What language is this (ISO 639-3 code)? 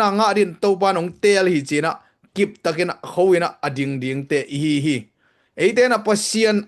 ctd